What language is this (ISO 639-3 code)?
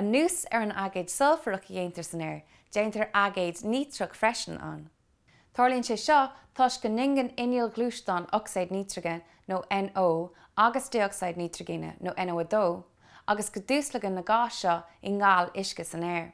gle